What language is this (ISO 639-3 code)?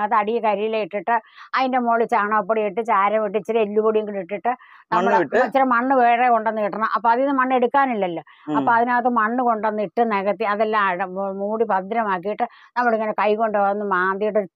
mal